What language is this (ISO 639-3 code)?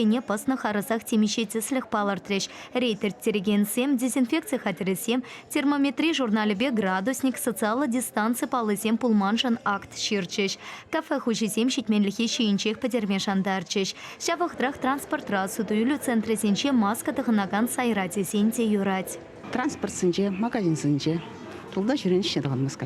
chv